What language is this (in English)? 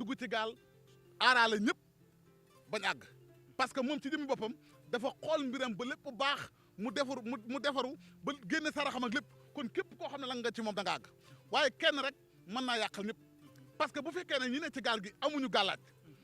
Wolof